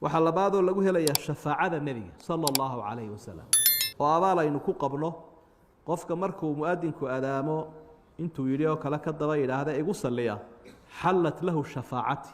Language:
Somali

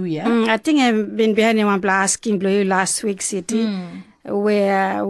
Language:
Tok Pisin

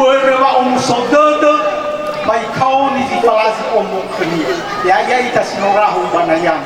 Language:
Nias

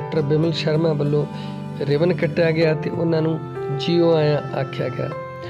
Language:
Punjabi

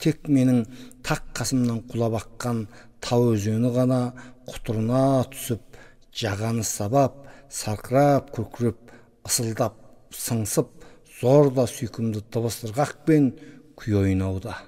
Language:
Kazakh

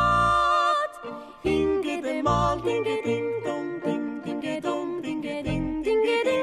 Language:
Estonian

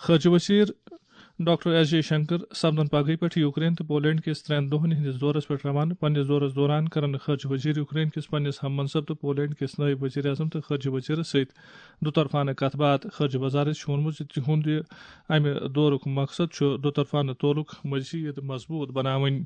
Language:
Kashmiri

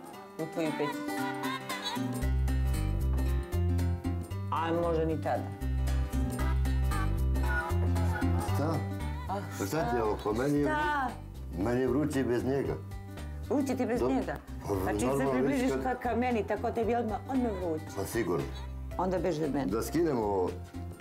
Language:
Serbian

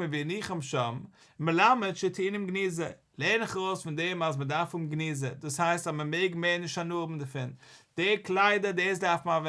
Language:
Yiddish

